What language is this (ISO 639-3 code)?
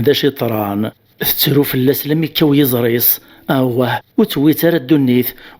kab